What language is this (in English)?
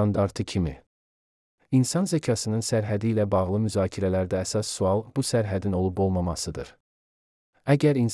Azerbaijani